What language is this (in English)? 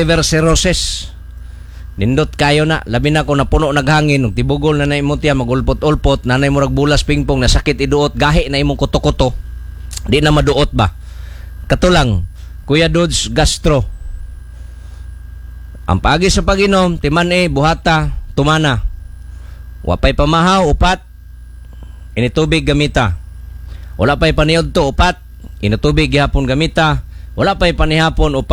Cebuano